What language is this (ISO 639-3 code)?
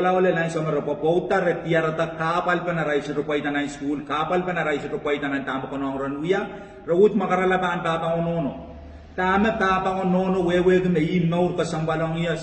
pon